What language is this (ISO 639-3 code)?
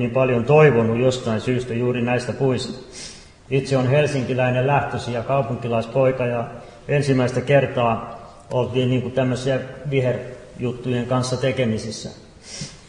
fin